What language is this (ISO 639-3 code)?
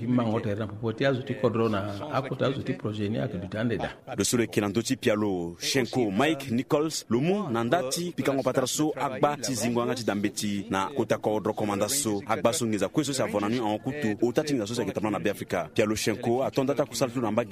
sag